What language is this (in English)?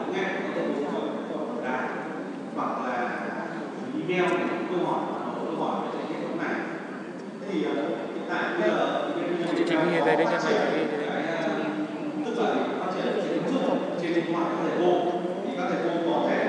Vietnamese